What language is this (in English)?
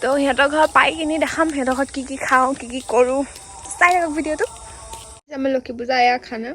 Assamese